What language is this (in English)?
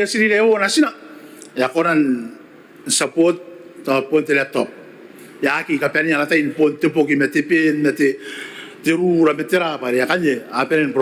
Gilbertese